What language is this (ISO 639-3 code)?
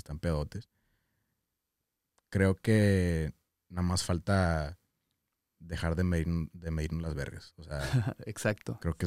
spa